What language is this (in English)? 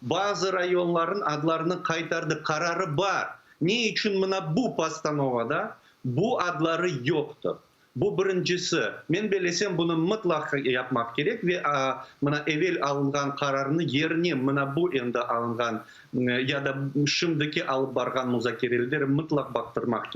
Crimean Tatar